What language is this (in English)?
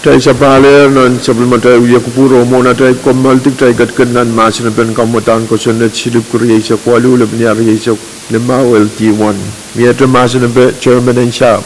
Pohnpeian